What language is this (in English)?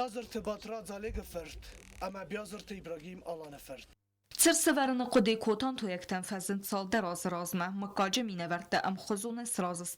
Ossetic